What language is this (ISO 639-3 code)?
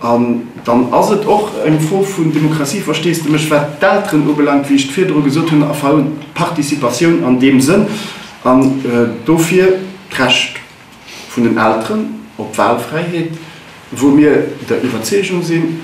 ltz